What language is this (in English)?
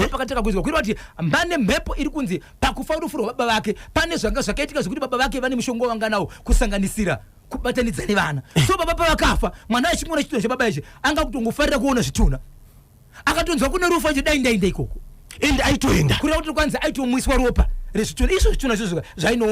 Shona